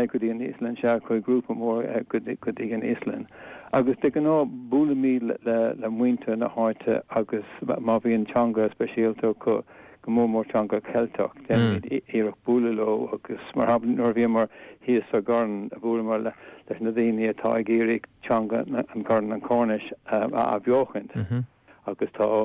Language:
Irish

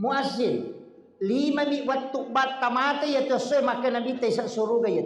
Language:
Buginese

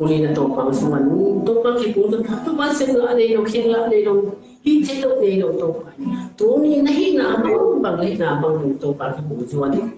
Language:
Tedim Chin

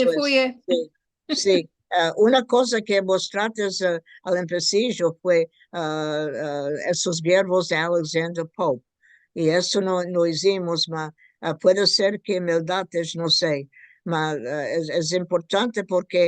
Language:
Ladino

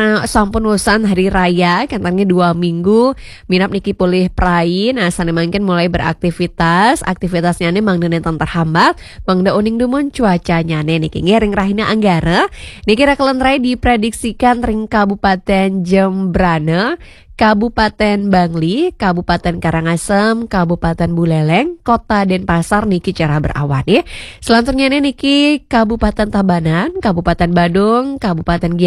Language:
Balinese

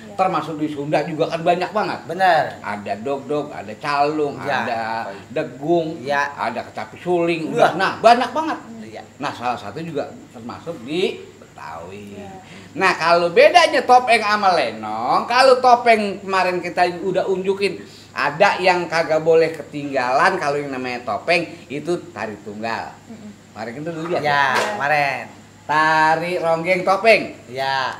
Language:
Betawi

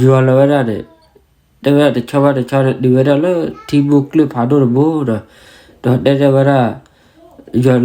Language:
S'gaw Karen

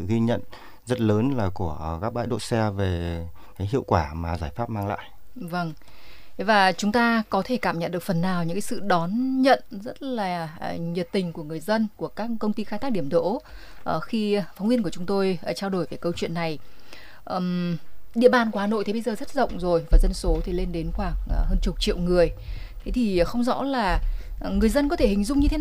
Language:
Vietnamese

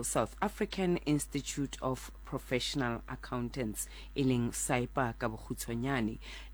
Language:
Southern Sotho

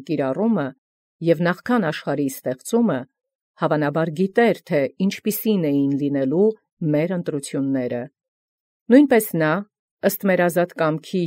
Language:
Armenian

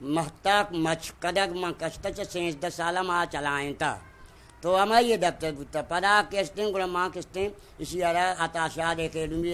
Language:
Eastern Balochi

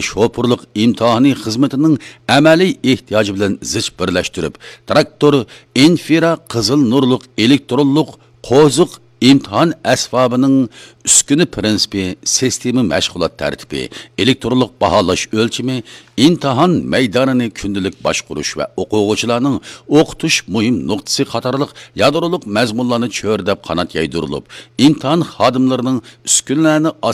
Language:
Uyghur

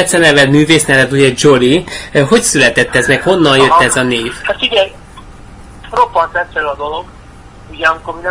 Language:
Hungarian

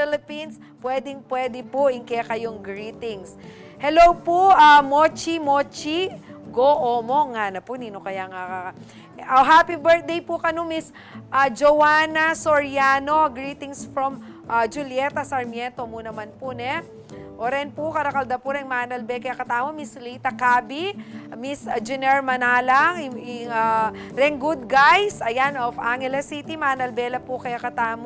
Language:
Pampanga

